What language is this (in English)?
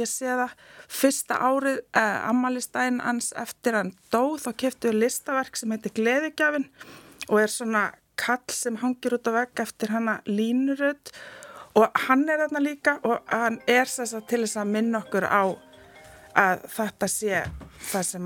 Icelandic